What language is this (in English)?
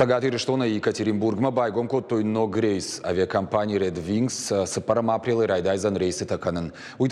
Ossetic